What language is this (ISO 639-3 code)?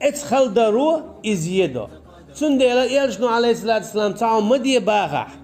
che